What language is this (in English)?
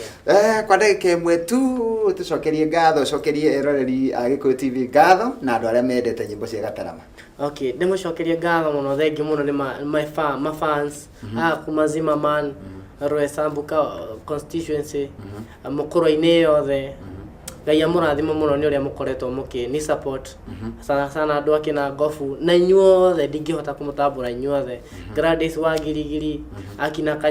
Kikuyu